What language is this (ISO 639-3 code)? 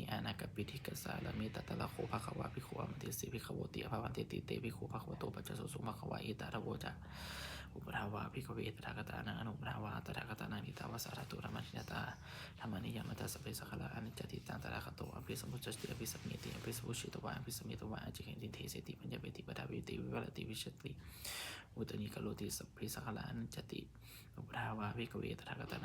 pli